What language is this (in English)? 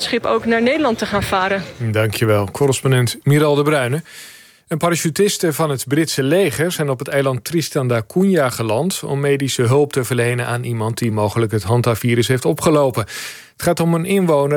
Dutch